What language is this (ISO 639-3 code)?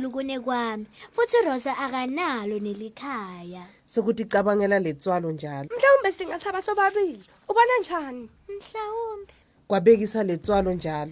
ssw